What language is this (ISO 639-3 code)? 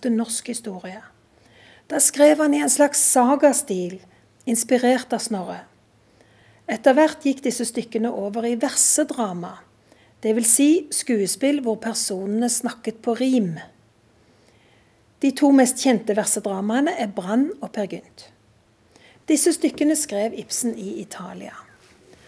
nor